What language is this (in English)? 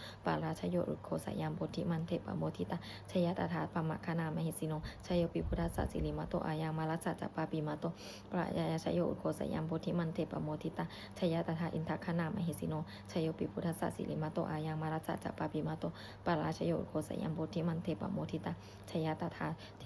Pali